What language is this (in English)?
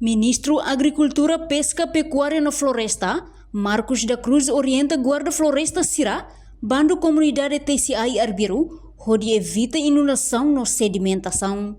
Tetum